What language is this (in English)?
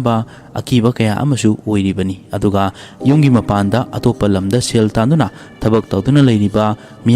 Manipuri